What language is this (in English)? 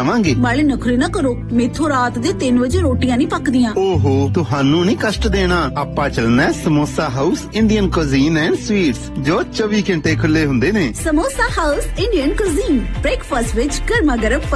Punjabi